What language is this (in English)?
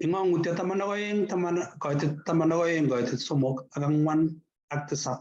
Kalenjin